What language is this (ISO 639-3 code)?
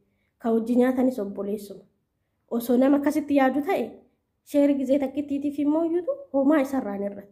orm